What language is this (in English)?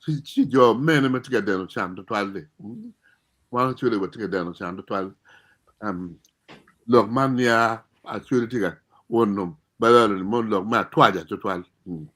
Acoli